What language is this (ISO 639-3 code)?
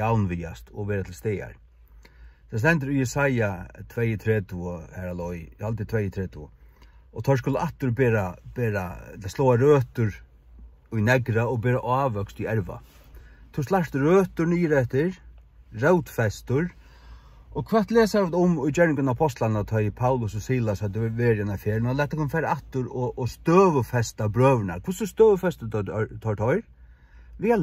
fao